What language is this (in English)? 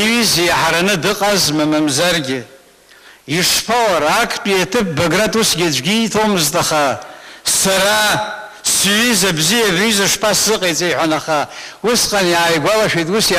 Abkhazian